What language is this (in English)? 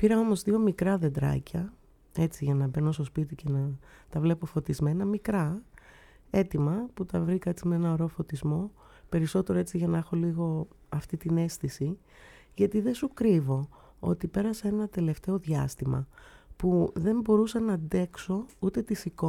Greek